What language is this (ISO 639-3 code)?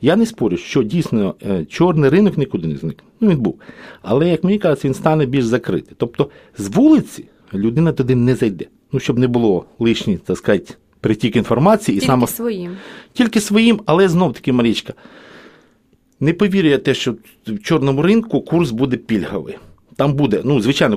ukr